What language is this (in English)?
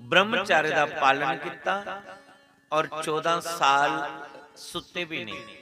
Dogri